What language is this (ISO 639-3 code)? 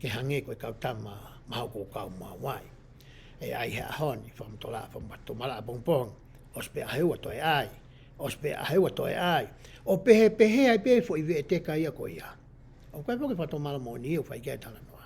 ton